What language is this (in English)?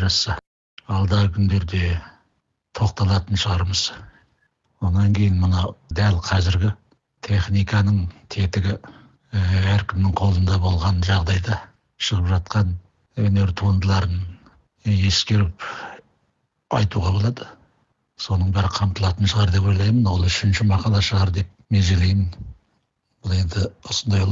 Kazakh